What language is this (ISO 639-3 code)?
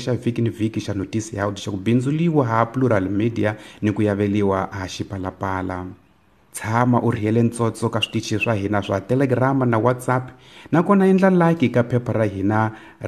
tso